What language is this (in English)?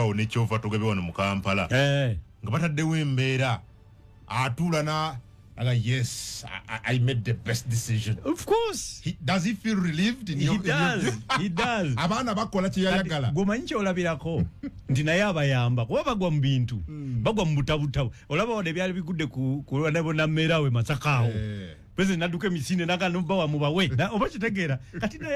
Ganda